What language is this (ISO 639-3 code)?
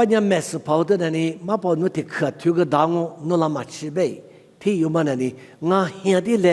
lis